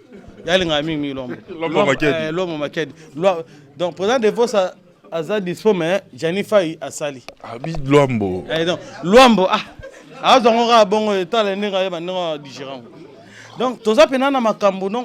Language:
Lingala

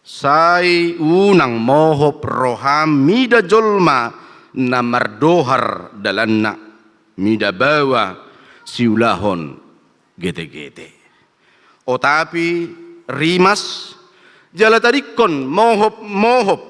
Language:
Batak Toba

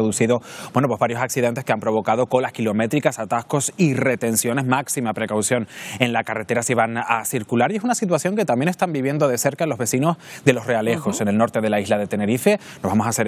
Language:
Spanish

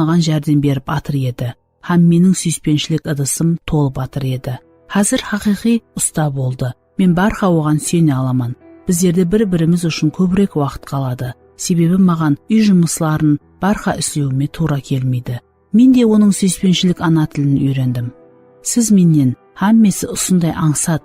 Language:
Kara-Kalpak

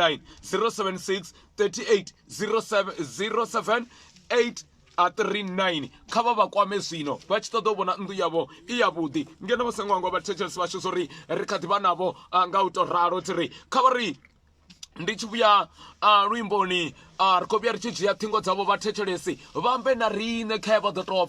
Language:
Venda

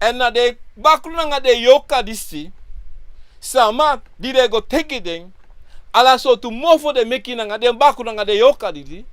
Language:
Sranan Tongo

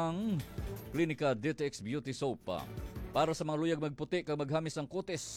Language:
Hiligaynon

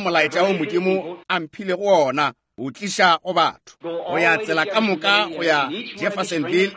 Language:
Northern Sotho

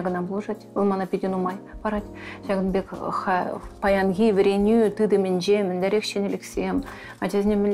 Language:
Chuvash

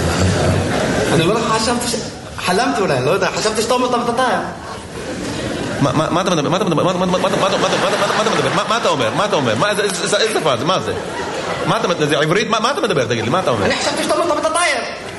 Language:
Hebrew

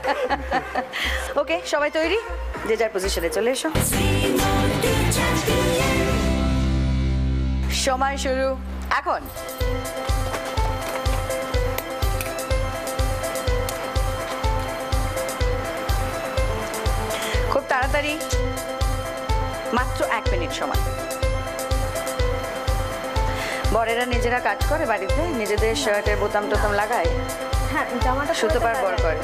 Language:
Bangla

